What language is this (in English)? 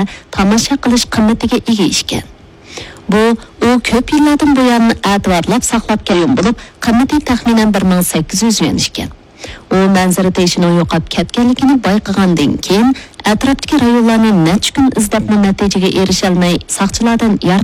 Uyghur